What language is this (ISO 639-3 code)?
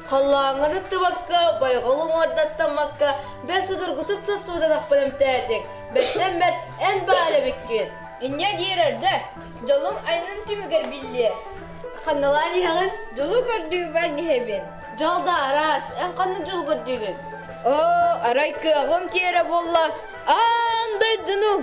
sah